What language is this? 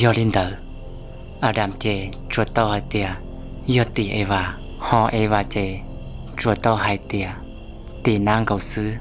Hmong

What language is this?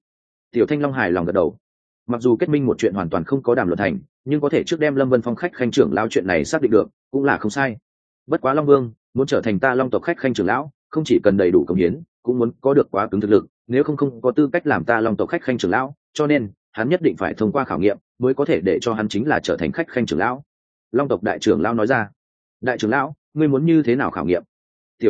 Vietnamese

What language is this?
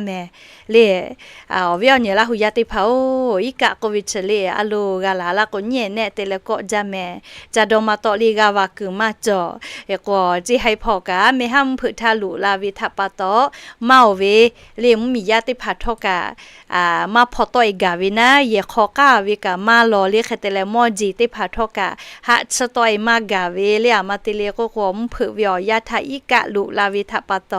Lahu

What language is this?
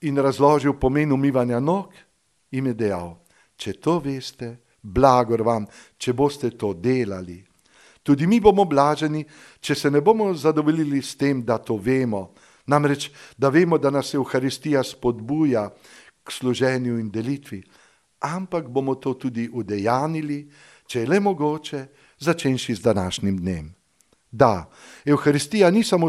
Slovenian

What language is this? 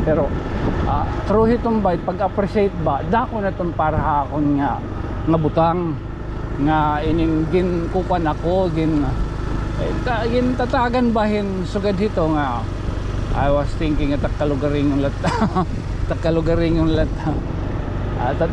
Waray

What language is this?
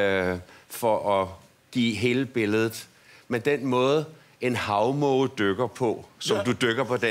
Danish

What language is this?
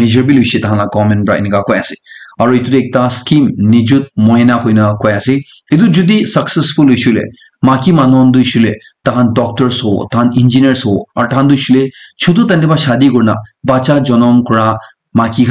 Naga Pidgin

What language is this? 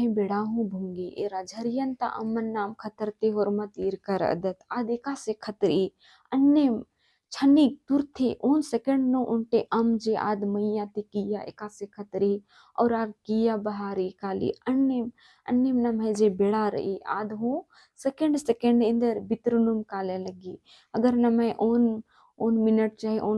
Kurukh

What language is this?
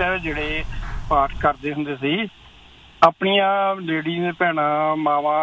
Punjabi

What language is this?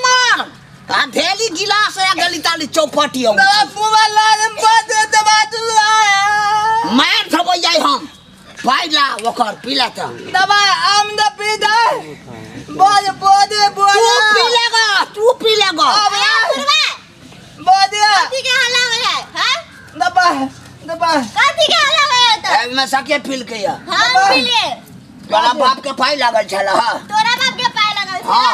Maithili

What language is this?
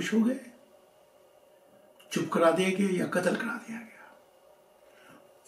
Urdu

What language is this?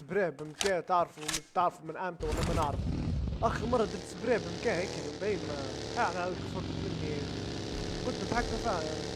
Libyan Arabic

